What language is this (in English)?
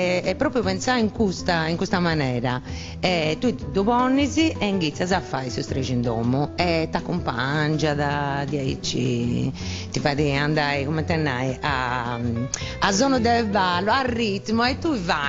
Sardinian